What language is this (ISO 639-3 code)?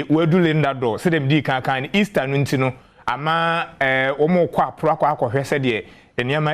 aka